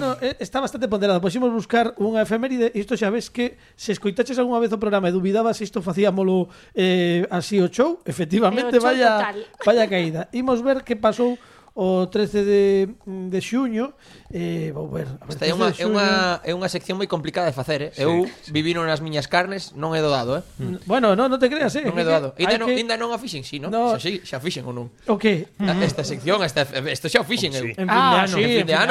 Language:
Galician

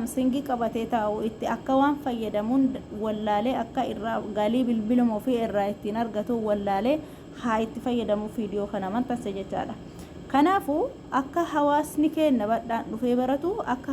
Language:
Oromo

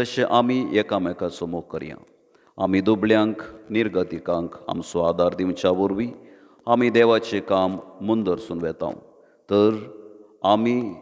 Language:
Konkani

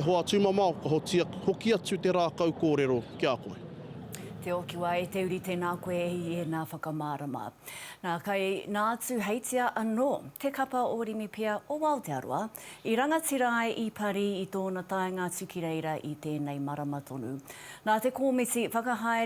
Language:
Māori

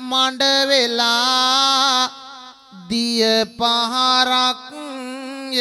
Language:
Sinhala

